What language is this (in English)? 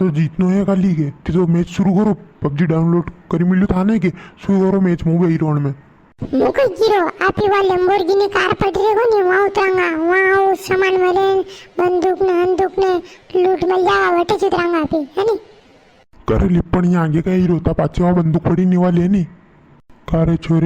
Rajasthani